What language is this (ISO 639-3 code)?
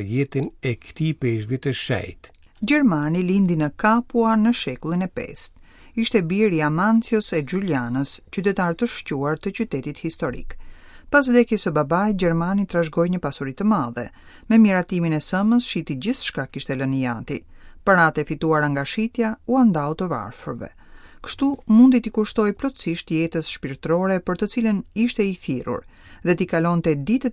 sqi